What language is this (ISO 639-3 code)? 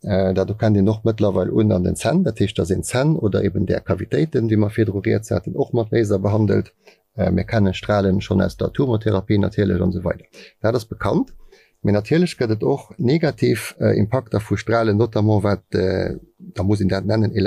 ltz